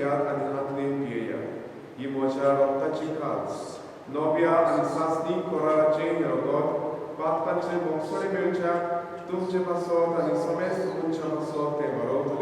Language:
Konkani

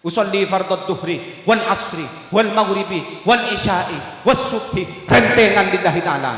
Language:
Madurese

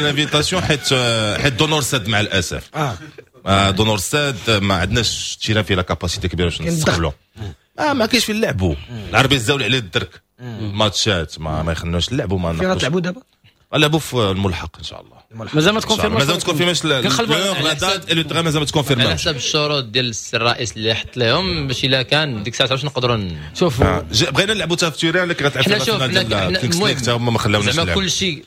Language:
Moroccan Arabic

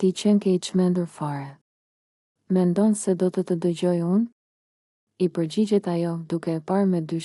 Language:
Albanian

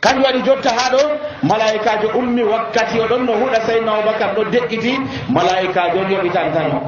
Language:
Nigerian Fulfulde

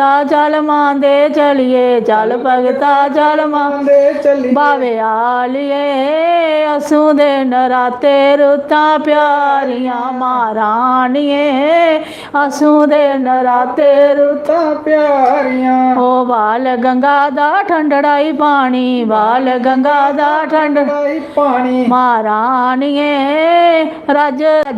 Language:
Dogri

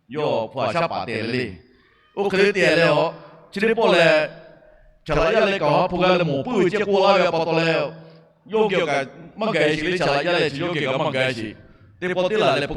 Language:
Lahu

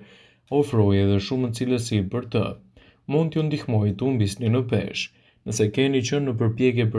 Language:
Albanian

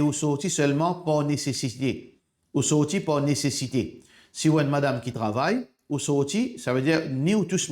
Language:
Morisyen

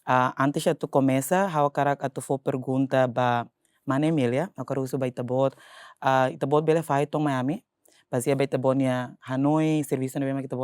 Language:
Tetum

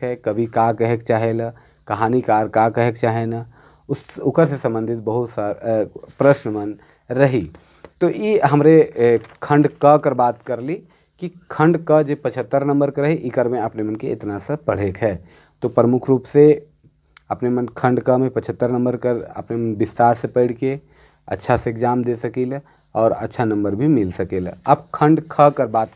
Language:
Sadri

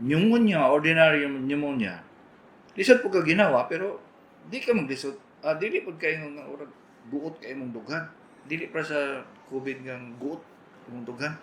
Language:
Cebuano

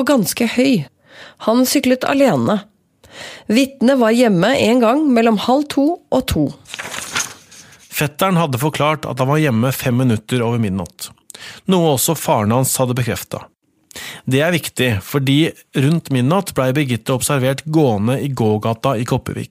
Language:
Norwegian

